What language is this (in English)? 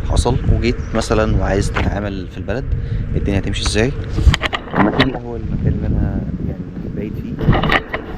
Egyptian Arabic